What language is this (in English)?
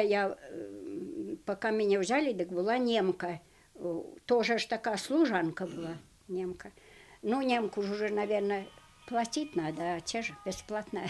Belarusian